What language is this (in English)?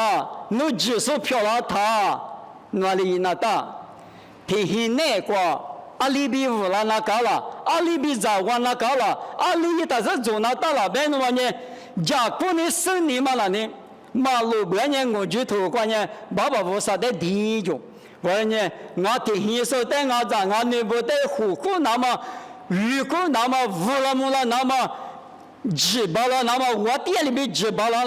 Lisu